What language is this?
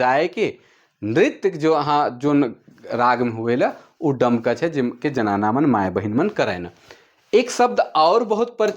Sadri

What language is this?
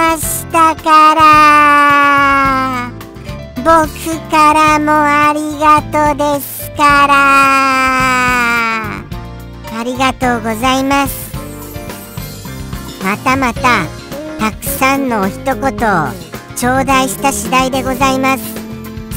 Japanese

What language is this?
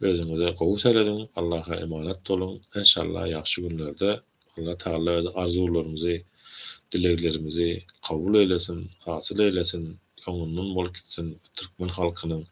Turkmen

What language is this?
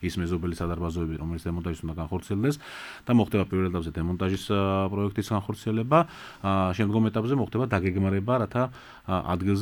Georgian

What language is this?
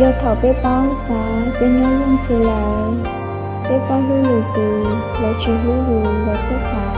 Hmong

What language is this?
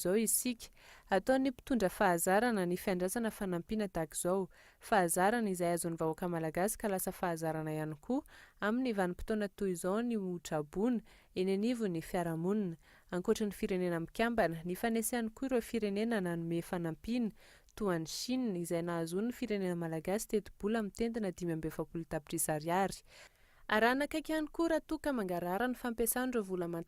Malagasy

